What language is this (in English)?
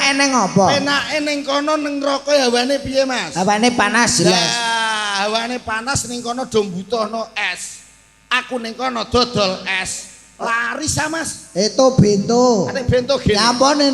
Javanese